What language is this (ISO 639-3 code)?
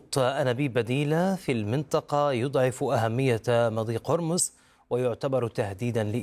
ara